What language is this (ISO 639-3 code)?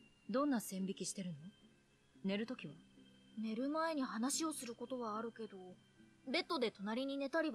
jpn